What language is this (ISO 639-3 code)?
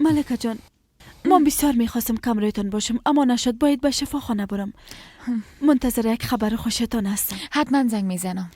fas